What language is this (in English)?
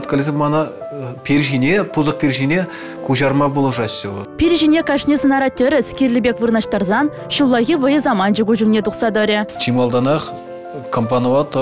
Chuvash